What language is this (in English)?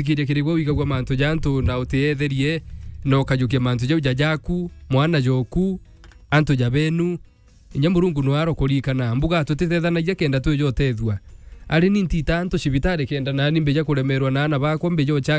Meru